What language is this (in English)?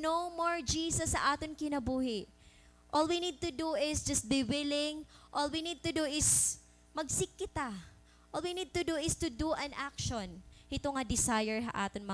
Waray